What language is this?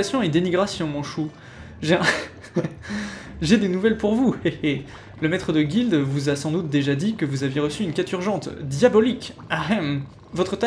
French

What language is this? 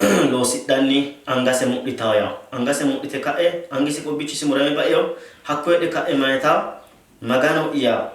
Sidamo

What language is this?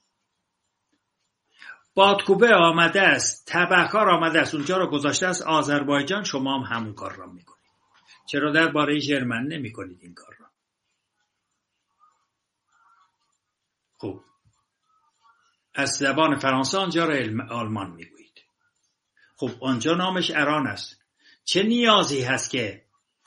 Persian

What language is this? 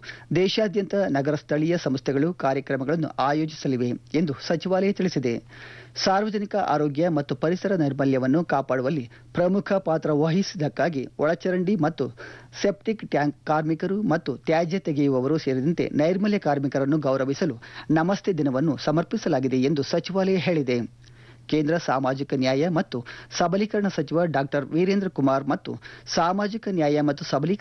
Kannada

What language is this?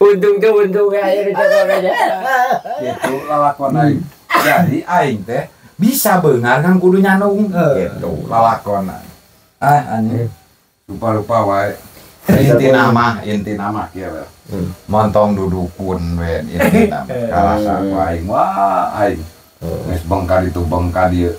Sundanese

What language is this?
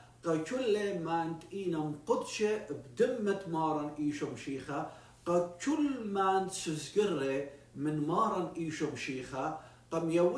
Assyrian Neo-Aramaic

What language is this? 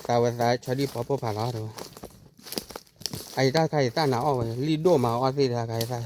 S'gaw Karen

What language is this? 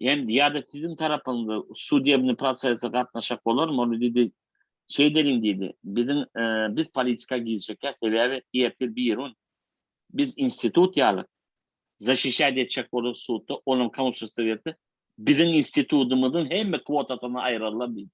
Turkmen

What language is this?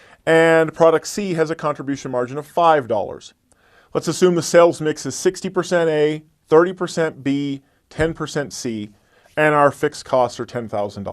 English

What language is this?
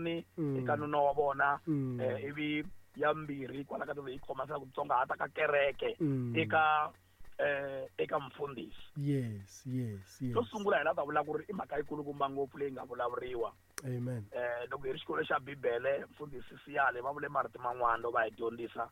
Tsonga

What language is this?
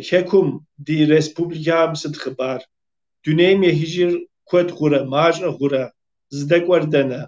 Kabardian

